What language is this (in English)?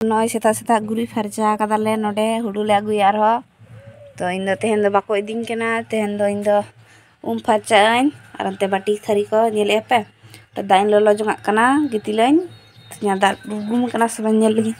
Santali